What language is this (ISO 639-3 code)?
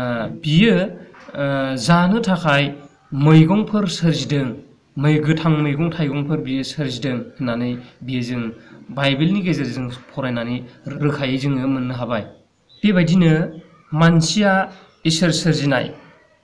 brx